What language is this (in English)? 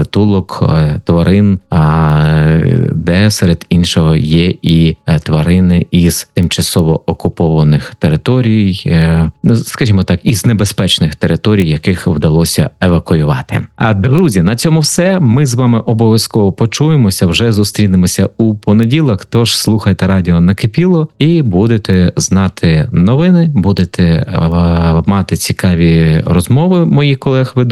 Ukrainian